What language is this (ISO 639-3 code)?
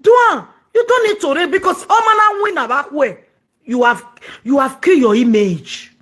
pcm